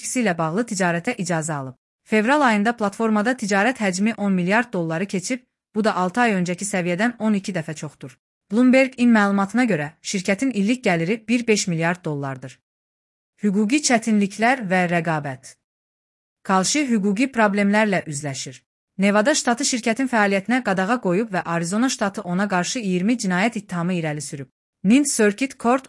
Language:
Azerbaijani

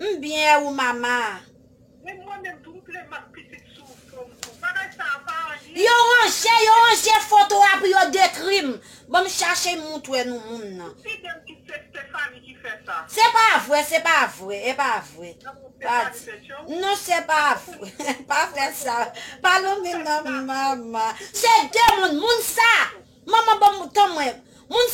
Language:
Haitian Creole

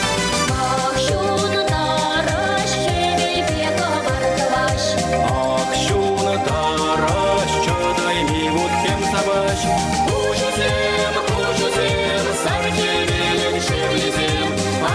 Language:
Chuvash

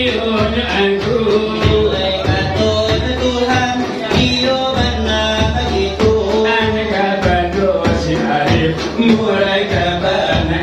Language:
Minangkabau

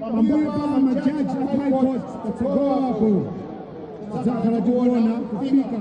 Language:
Nyanja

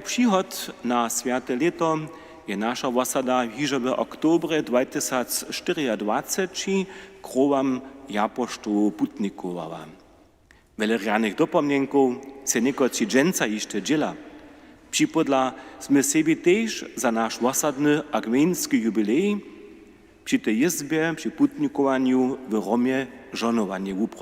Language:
Upper Sorbian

